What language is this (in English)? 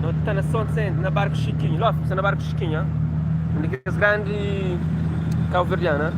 Kabuverdianu